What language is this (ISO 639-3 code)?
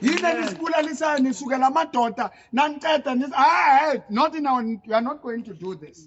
sot